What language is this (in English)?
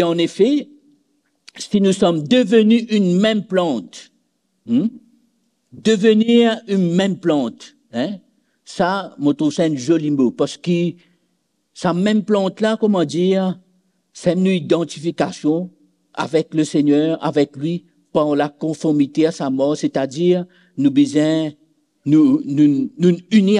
Morisyen